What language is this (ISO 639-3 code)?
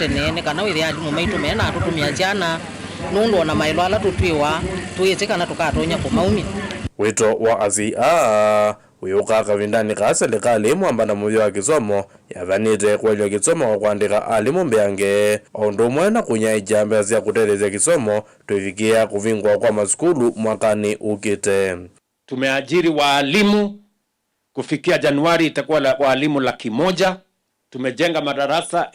kam